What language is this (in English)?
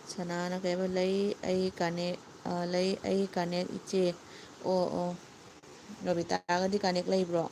Manipuri